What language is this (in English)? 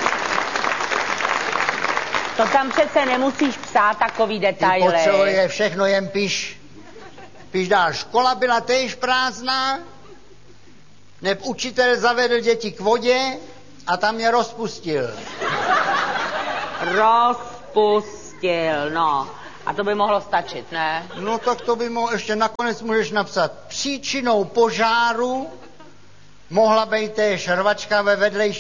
Czech